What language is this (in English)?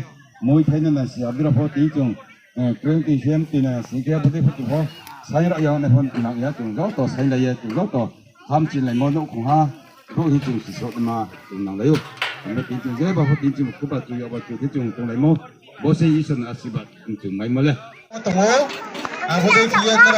Riang (India)